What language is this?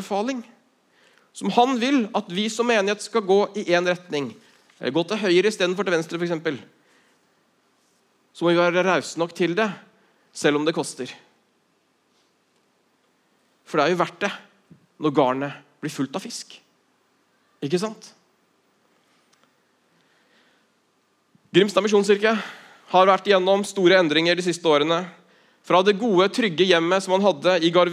Norwegian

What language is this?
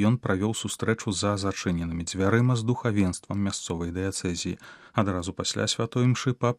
Belarusian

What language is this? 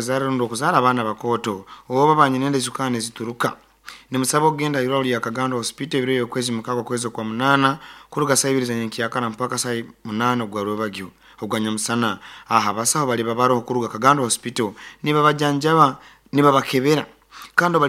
Nyoro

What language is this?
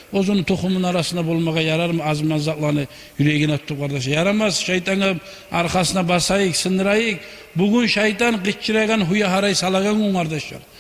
Kumyk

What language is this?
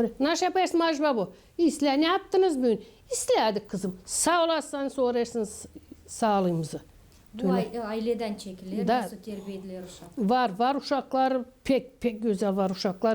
Gagauz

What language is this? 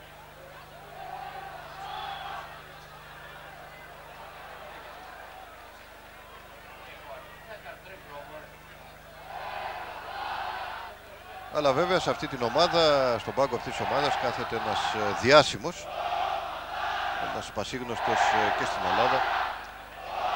Greek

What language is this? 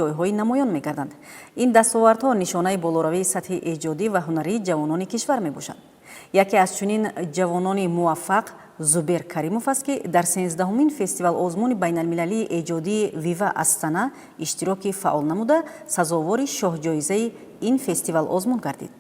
Tajik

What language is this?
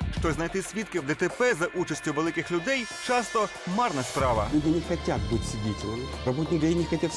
Ukrainian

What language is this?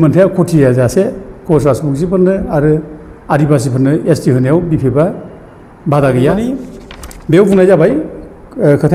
Bodo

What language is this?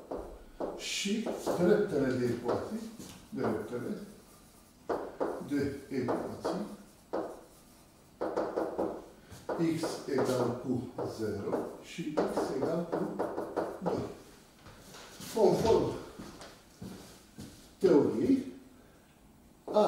Romanian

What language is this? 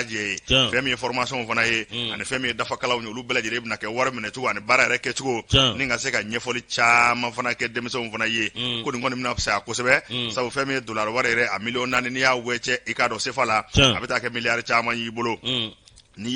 Bambara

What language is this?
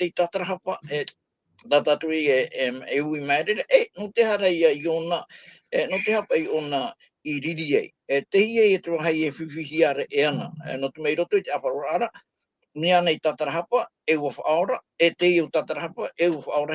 Tahitian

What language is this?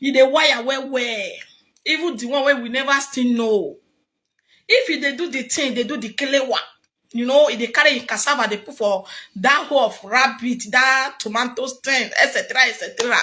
Nigerian Pidgin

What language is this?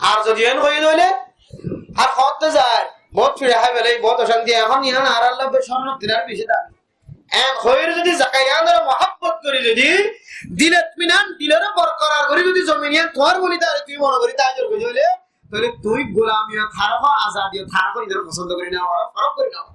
Rohingya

